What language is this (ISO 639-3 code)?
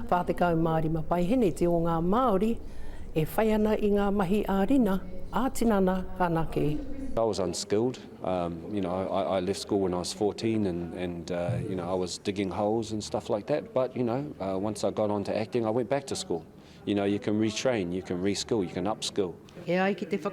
mri